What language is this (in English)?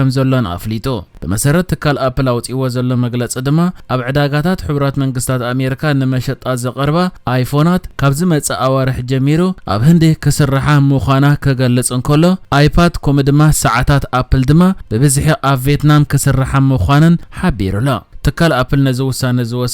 Tigrinya